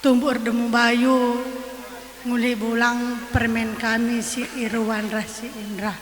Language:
Batak Karo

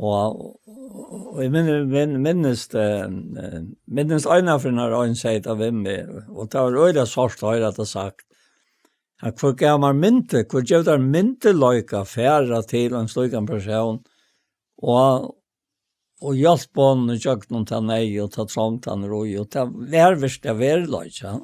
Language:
Faroese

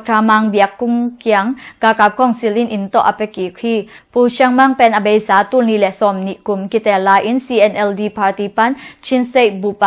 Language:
Tedim Chin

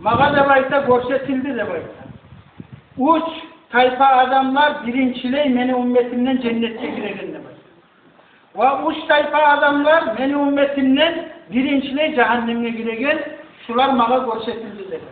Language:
Kumyk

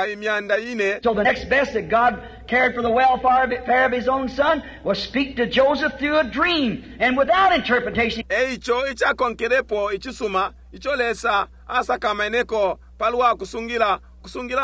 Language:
Bemba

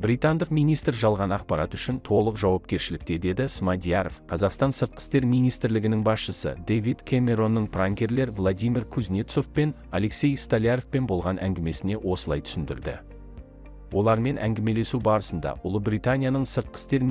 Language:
Kazakh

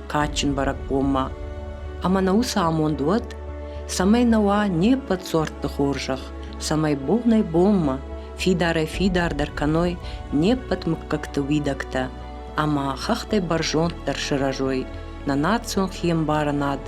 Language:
Ossetic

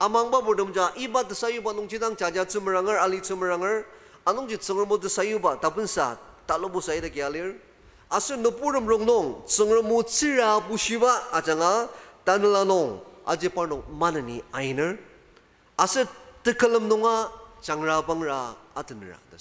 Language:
Ao Naga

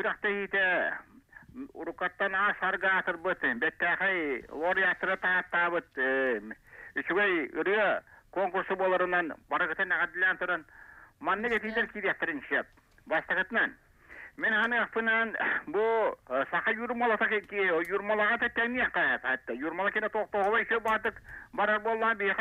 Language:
Yakut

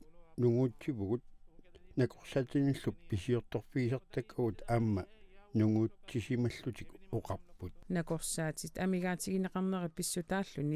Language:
Kalaallisut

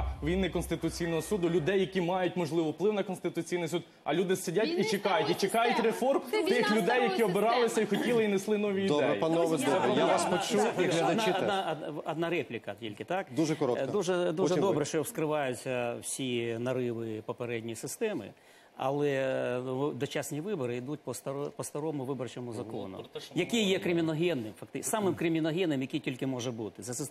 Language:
Ukrainian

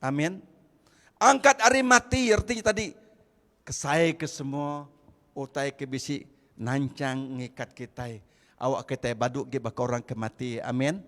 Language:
Iban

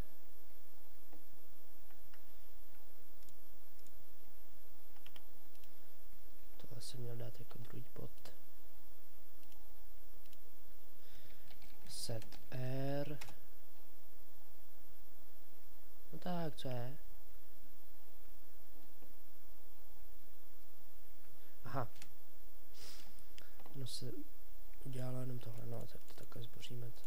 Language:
Czech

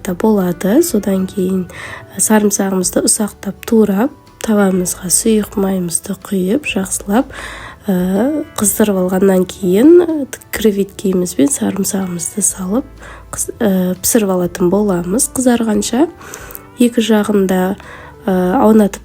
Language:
Kazakh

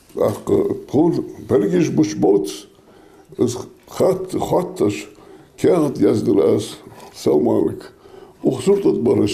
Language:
Ingush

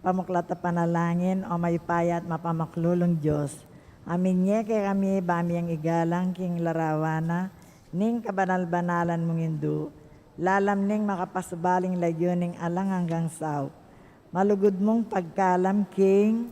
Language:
Pampanga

